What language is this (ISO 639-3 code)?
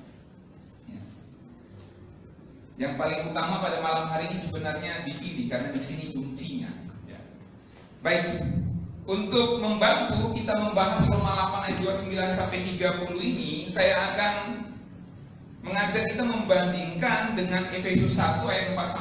ind